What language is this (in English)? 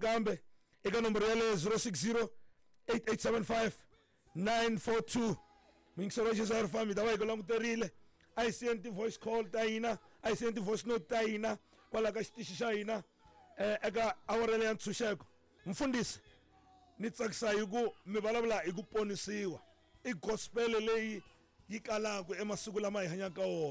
Tsonga